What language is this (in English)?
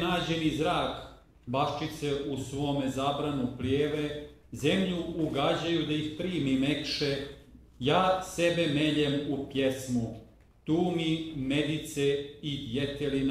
Serbian